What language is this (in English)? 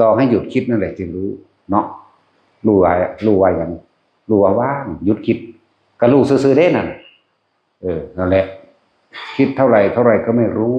Northeastern Thai